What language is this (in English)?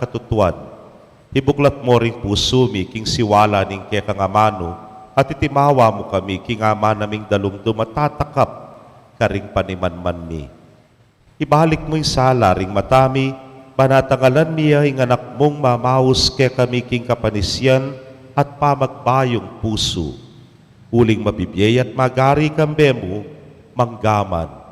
Pampanga